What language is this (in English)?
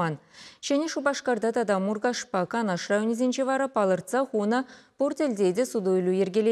Chuvash